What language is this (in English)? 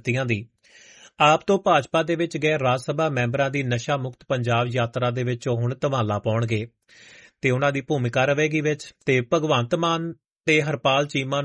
Punjabi